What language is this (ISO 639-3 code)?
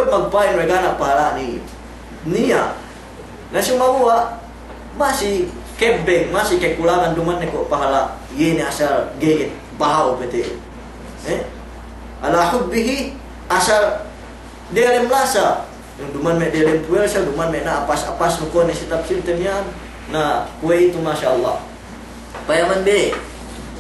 yka